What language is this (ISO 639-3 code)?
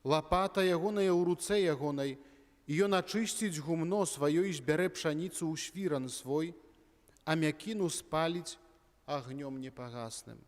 bel